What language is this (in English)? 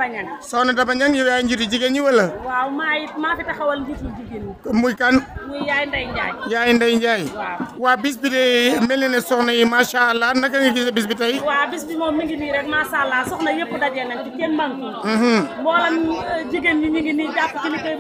Wolof